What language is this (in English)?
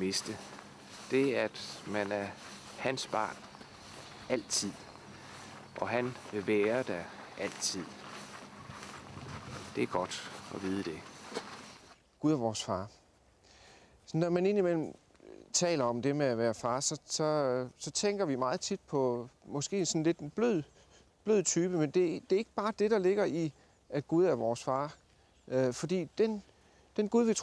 Danish